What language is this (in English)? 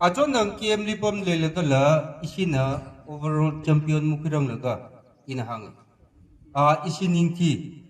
Tangkhul Naga (India)